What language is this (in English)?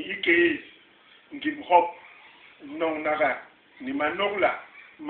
Basaa